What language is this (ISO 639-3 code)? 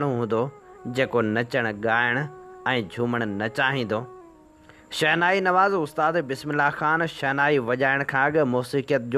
snd